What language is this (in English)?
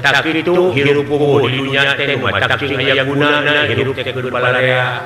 Sundanese